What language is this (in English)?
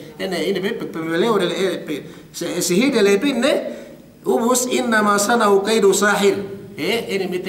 Yakan